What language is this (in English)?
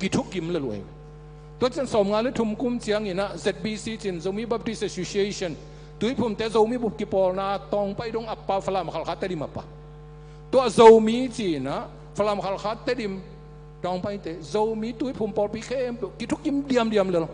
Tedim Chin